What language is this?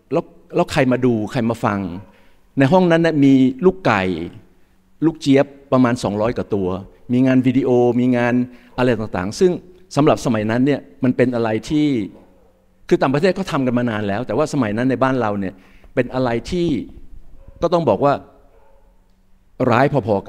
Thai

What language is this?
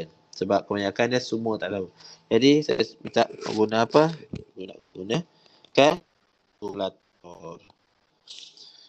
Malay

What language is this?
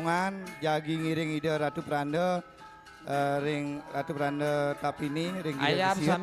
Balinese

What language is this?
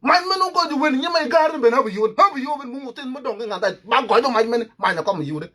Nuer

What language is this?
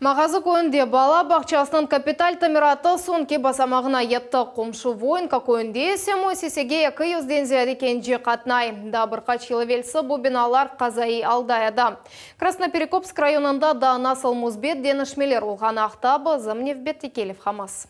Crimean Tatar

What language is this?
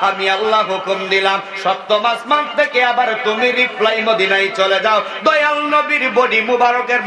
Sylheti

